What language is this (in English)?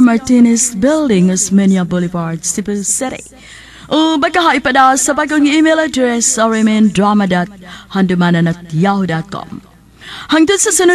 Cebuano